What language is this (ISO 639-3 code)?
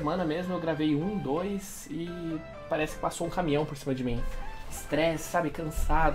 por